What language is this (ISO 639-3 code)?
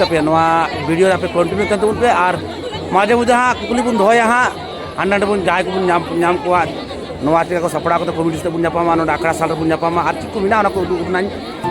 sat